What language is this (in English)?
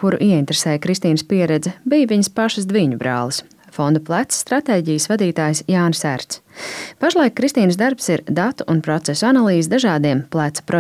Latvian